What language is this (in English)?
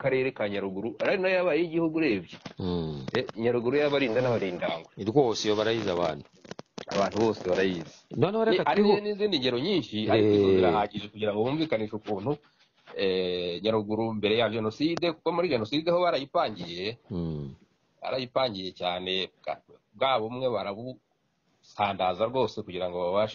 Kinyarwanda